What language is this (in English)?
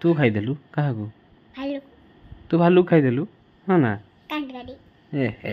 Odia